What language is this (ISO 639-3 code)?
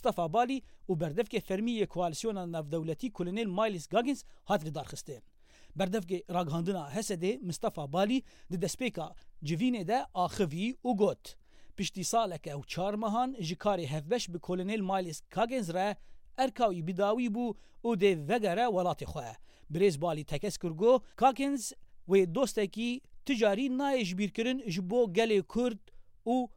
kur